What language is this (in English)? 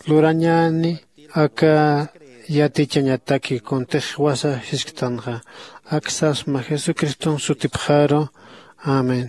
Aymara